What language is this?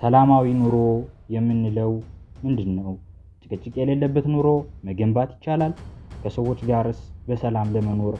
Amharic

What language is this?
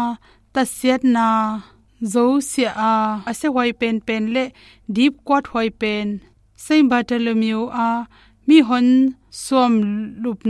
Tedim Chin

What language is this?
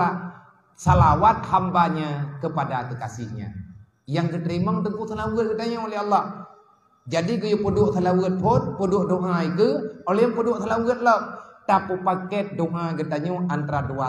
Achinese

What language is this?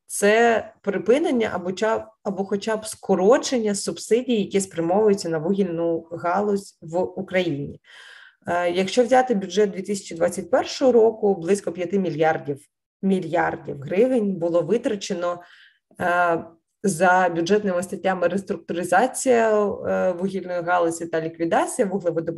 Ukrainian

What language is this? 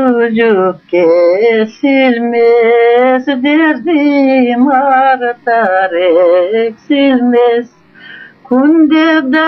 Crimean Tatar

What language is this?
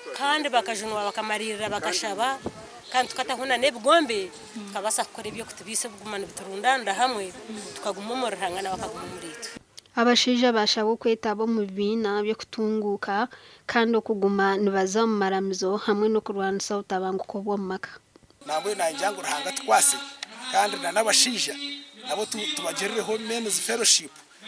Nyankole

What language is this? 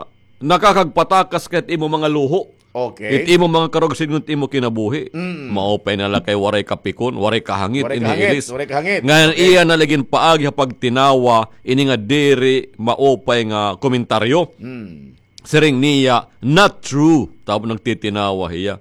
Waray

